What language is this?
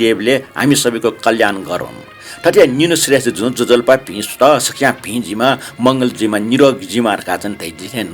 Newari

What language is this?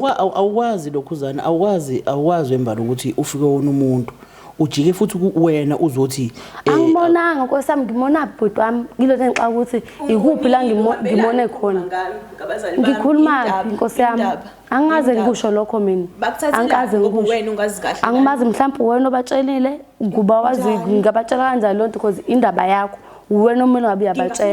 Zulu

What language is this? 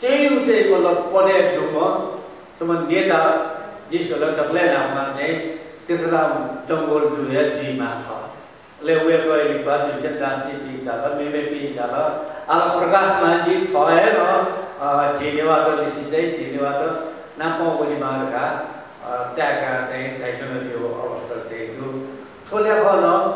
Newari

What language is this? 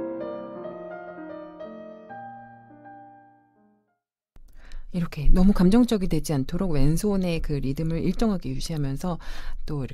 Korean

